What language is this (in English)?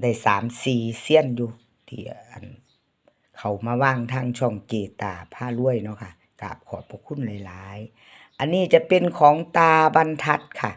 Northeastern Thai